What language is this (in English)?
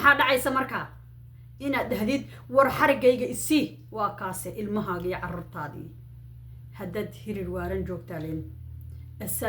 Somali